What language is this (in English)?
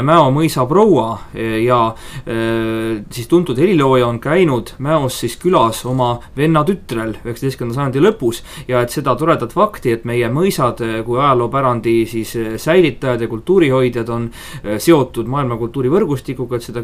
Estonian